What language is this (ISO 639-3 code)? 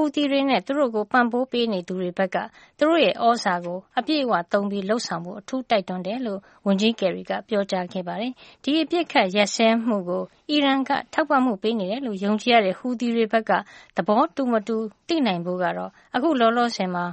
mya